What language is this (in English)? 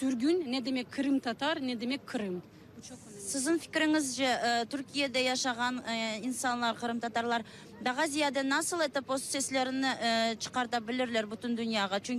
Crimean Tatar